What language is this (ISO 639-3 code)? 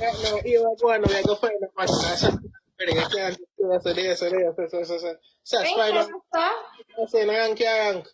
jam